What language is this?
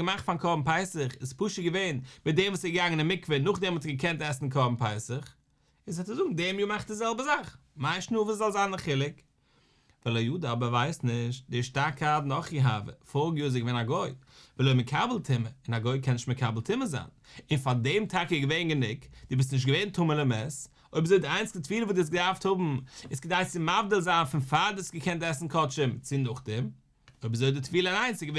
Yiddish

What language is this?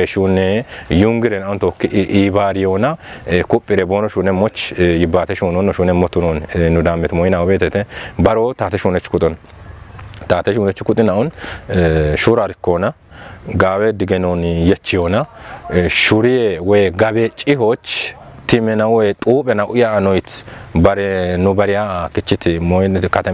Kafa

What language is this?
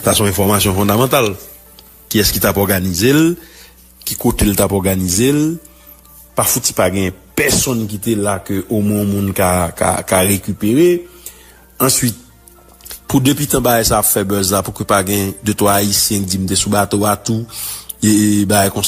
Haitian Creole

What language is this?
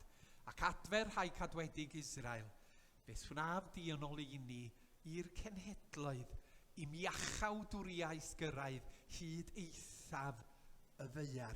Welsh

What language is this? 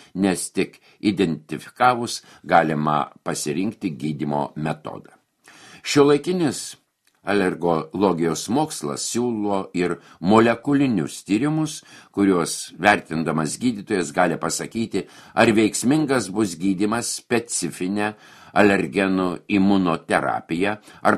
Lithuanian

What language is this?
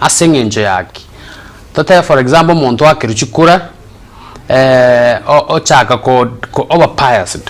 Gusii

